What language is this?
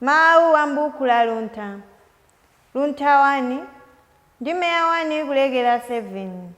Nyanja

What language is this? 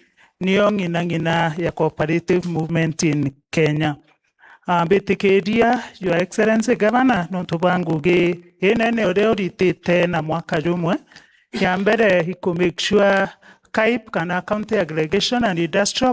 Meru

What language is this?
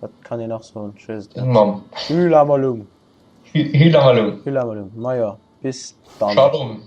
Luxembourgish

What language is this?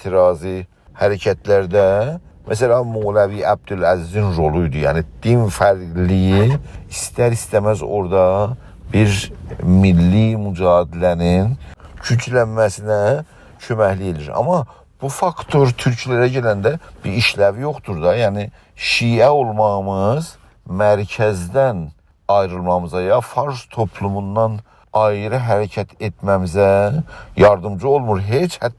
South Azerbaijani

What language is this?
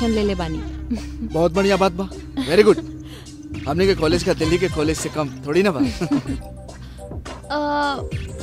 Bhojpuri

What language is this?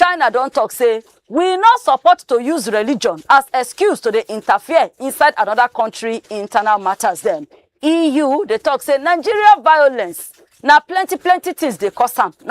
Nigerian Pidgin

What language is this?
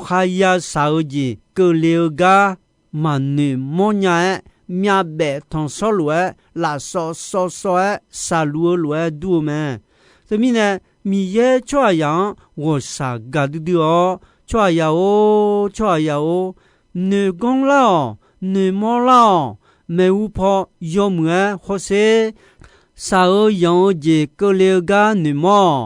Akha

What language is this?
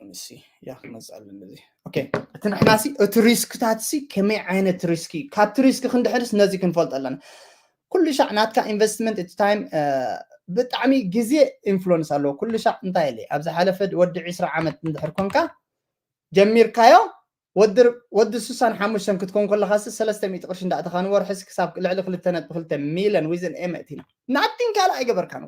Tigrinya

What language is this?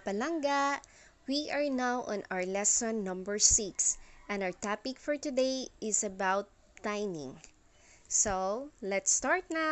Hiligaynon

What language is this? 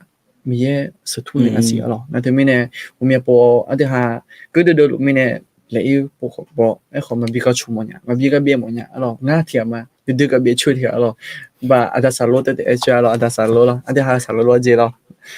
Akha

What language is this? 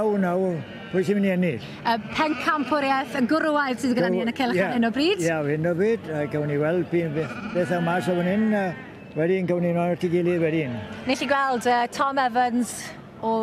Welsh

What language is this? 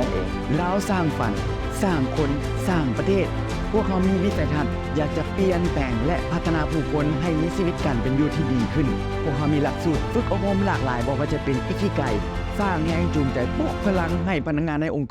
Lao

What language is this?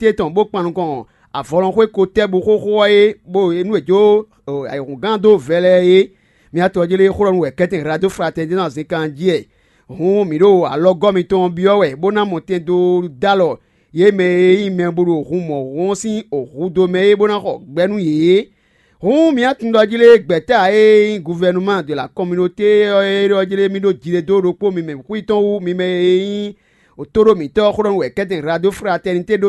Fon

